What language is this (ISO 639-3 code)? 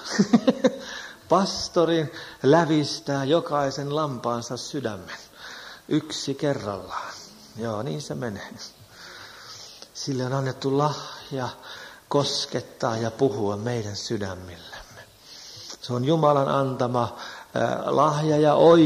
fin